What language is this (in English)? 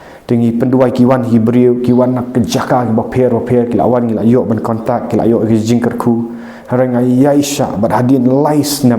Khasi